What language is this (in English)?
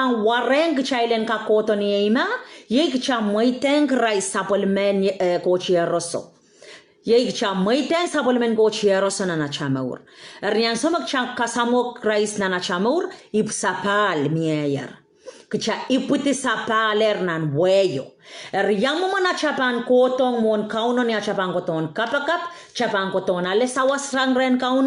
Pohnpeian